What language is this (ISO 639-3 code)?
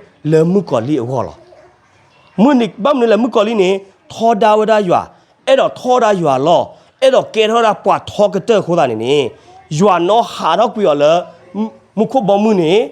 ksw